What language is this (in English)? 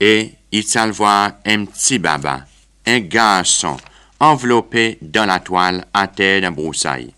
Seselwa Creole French